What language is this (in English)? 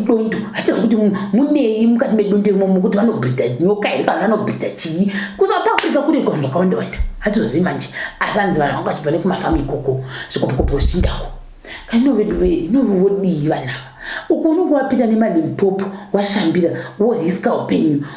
Shona